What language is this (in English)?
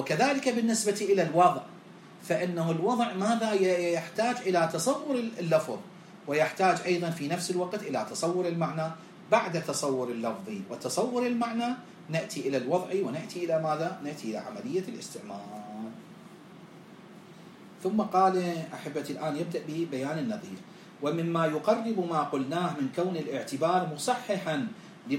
Arabic